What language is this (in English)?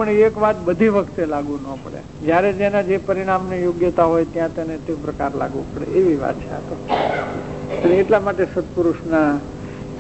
Gujarati